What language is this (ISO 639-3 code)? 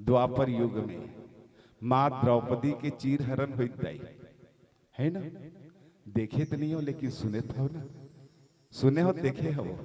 hne